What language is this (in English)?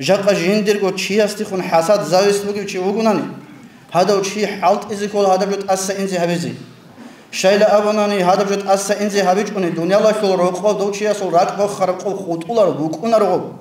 Avaric